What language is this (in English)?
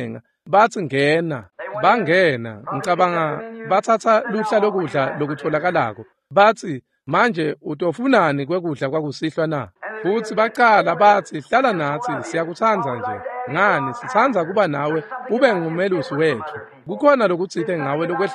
Swati